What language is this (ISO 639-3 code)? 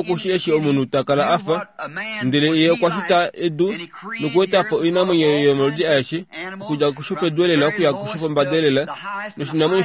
kua